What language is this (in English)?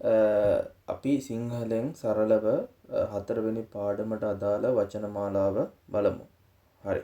Sinhala